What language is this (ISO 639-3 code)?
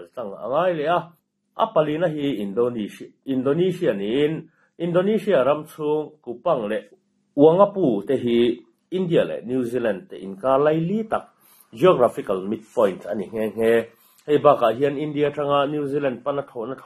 lus